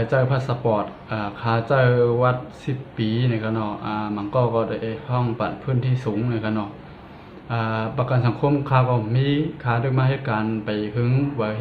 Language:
Shan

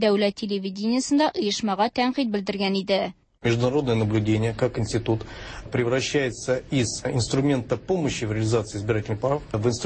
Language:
Tatar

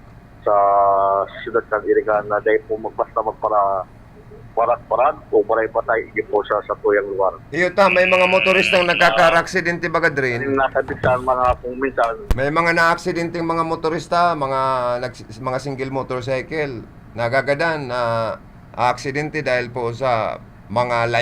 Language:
Bikol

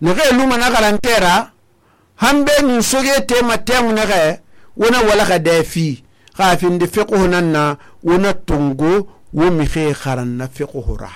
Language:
Susu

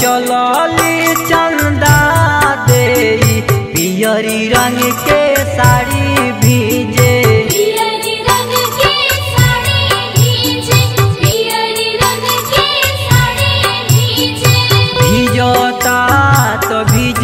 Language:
Bhojpuri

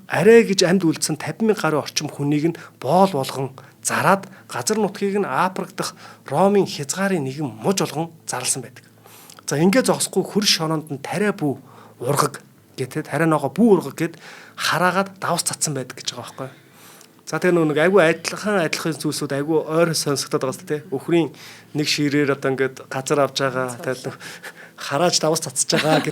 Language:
Mongolian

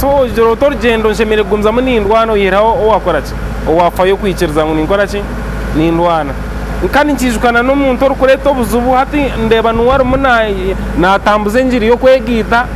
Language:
Nyankole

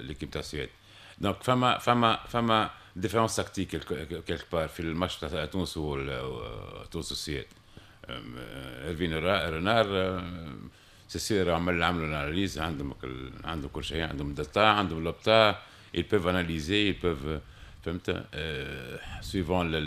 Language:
Tunisian Arabic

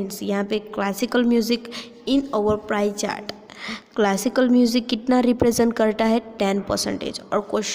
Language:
Hindi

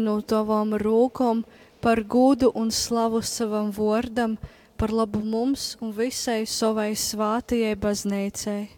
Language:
Latgalian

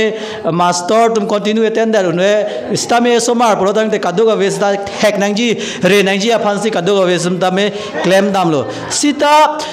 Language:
Karbi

